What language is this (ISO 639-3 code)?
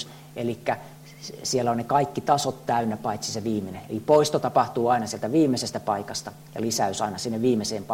fin